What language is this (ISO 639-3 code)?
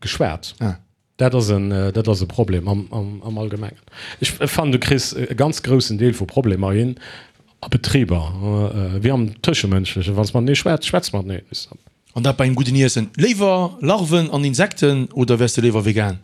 ltz